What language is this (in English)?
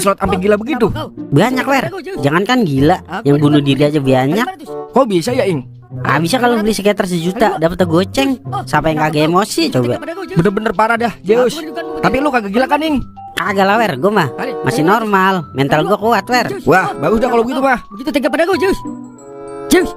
Betawi